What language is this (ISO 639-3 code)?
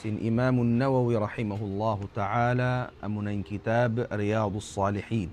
tsg